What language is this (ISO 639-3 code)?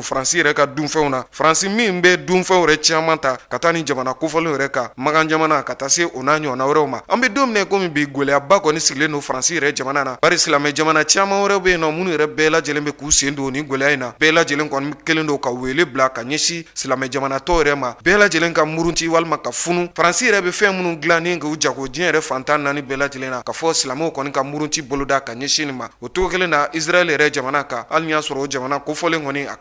bam